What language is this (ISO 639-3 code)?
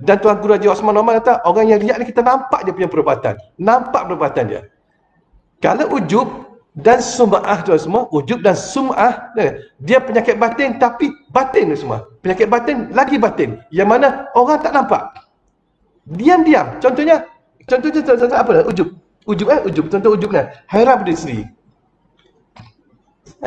msa